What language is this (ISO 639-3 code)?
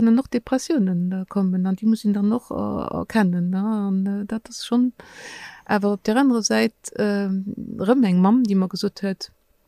ltz